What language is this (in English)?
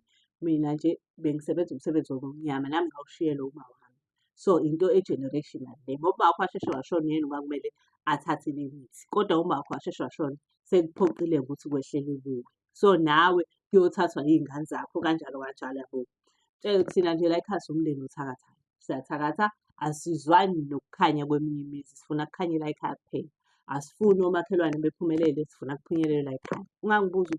Zulu